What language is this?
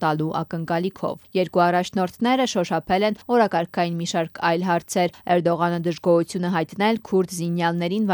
Armenian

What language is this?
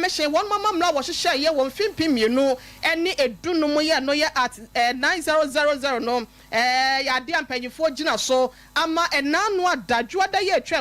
Akan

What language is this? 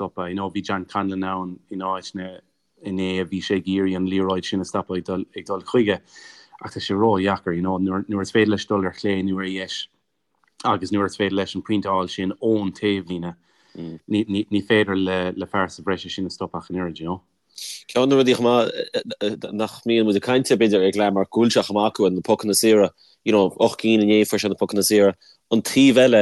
Irish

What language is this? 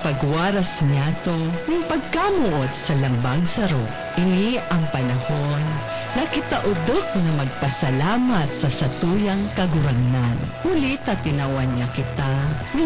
Bikol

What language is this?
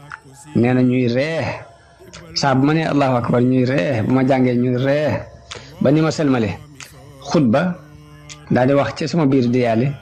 Wolof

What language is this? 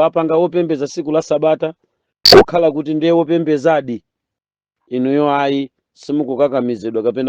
Nyanja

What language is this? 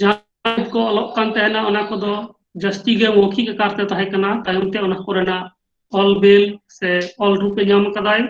Santali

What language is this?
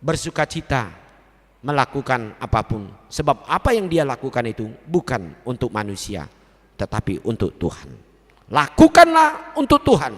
Batak Toba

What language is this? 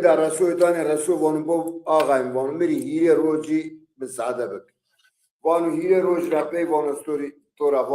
Zaza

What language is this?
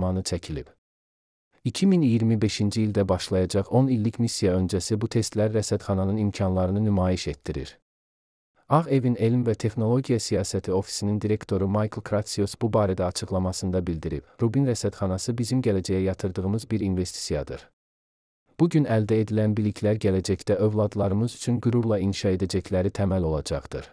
Azerbaijani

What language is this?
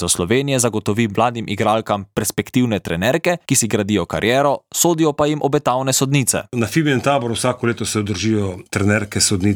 Slovenian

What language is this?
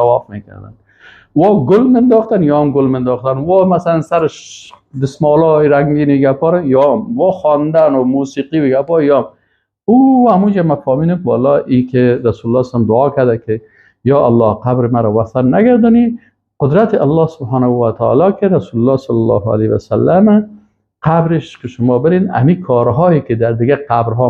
Persian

